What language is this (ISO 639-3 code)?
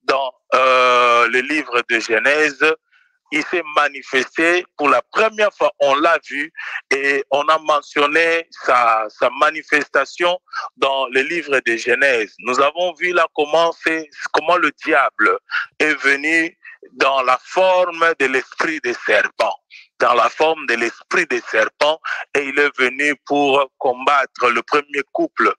fra